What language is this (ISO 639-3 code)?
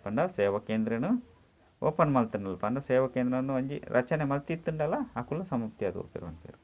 tcy